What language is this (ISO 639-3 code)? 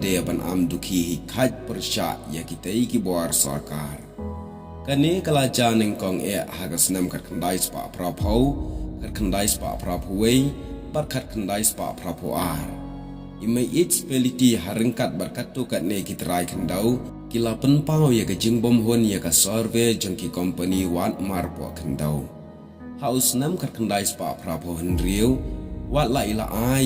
kha